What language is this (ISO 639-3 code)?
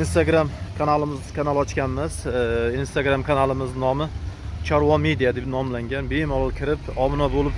uzb